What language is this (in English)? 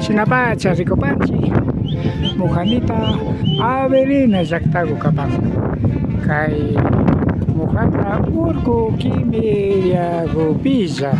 Imbabura Highland Quichua